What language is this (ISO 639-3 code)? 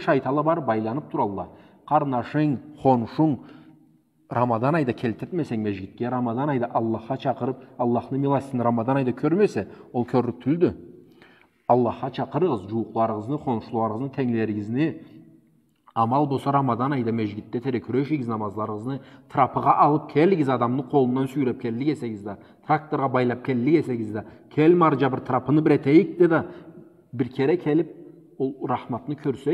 krc